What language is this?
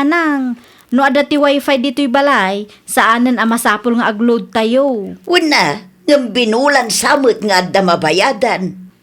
Iloko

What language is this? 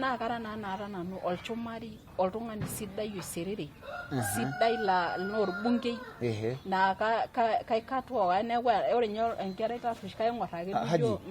Masai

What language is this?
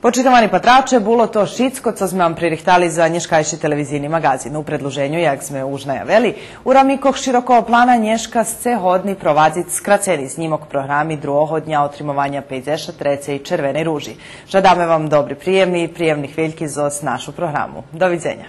Rusyn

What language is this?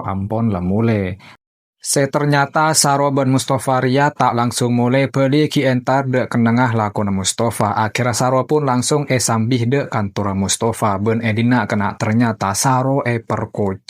Madurese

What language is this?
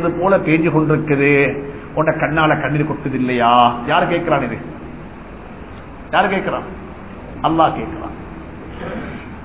Tamil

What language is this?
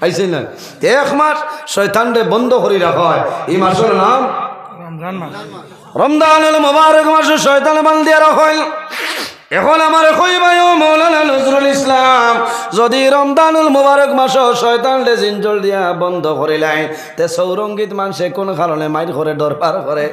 Sylheti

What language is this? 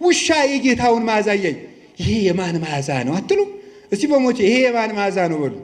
Amharic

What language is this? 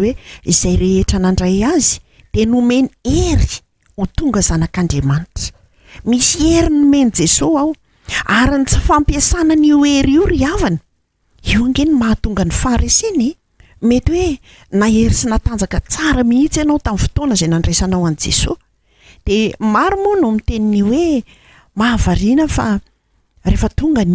Malagasy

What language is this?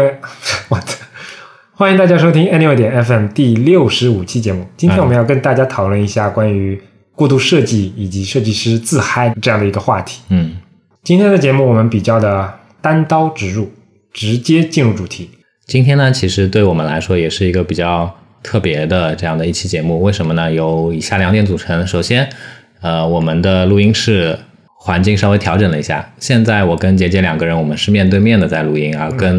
Chinese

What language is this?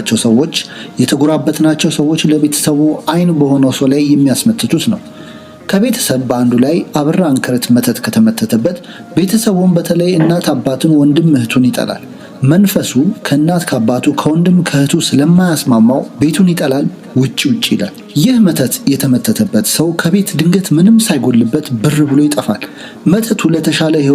Amharic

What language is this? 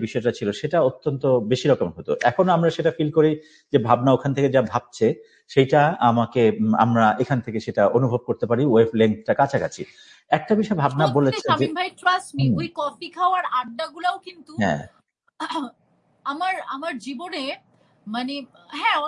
Bangla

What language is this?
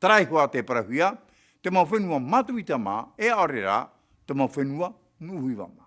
Tahitian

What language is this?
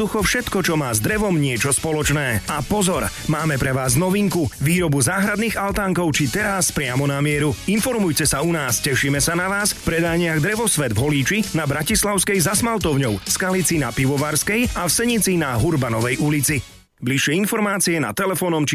Slovak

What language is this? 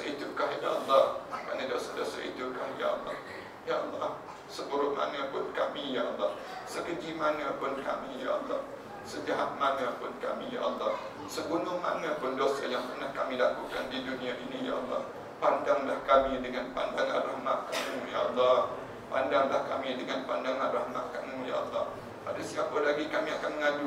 Malay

